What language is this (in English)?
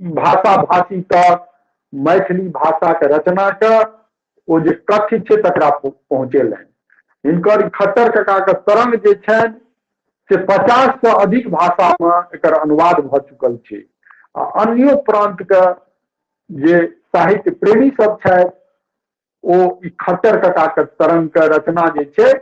Maithili